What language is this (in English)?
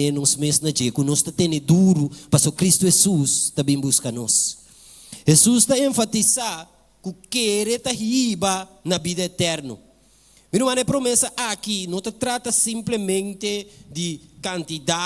Papiamento